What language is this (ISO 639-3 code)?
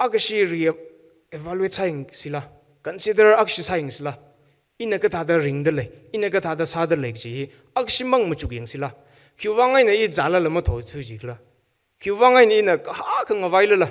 nmf